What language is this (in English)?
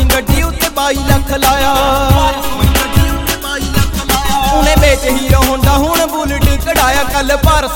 Punjabi